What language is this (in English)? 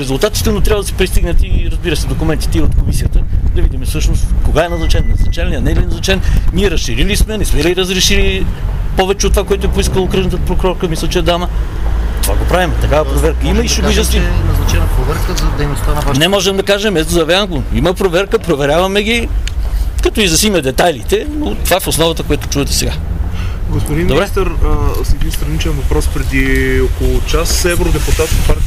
Bulgarian